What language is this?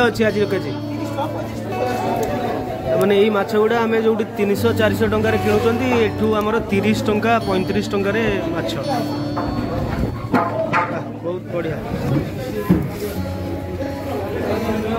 Odia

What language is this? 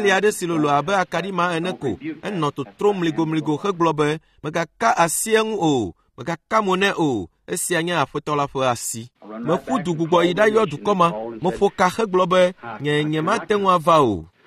Ewe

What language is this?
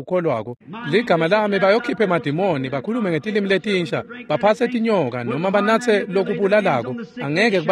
Swati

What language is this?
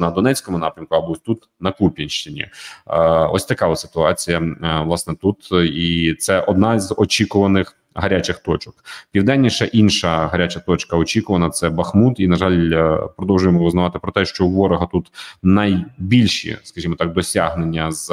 Ukrainian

